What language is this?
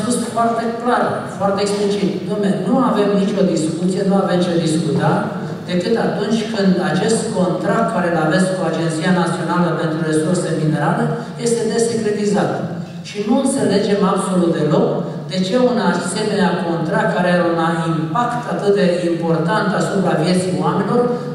Romanian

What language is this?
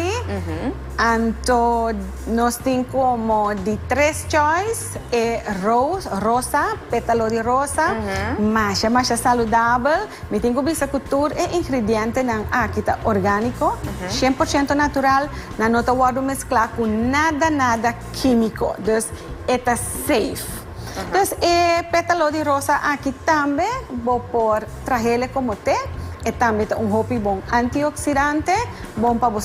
Papiamento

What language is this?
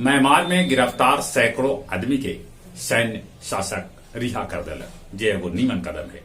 Magahi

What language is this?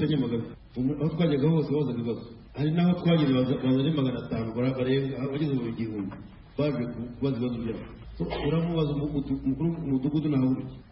Kinyarwanda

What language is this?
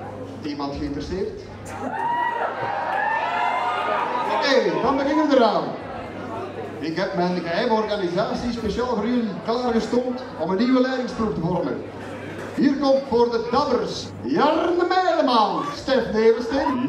Dutch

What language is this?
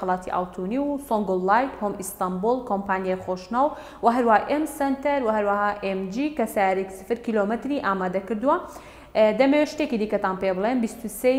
Central Kurdish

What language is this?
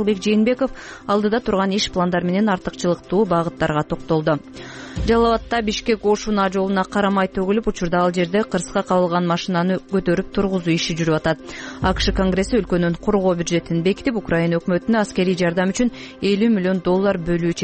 Kyrgyz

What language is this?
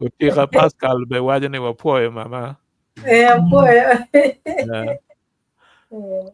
Acoli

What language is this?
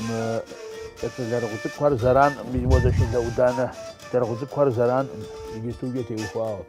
Kabardian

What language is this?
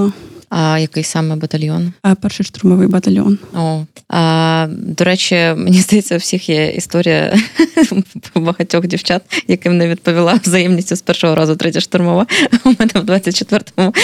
Ukrainian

